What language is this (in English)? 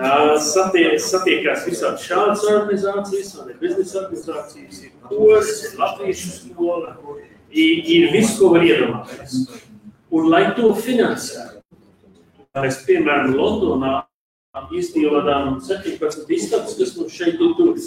Latvian